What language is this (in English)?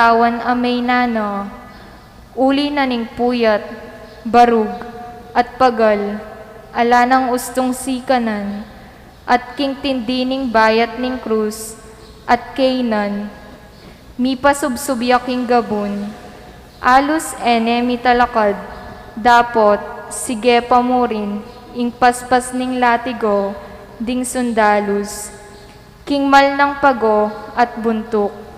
Pampanga